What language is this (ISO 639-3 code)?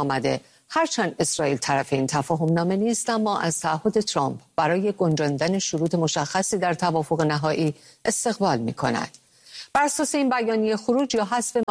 fas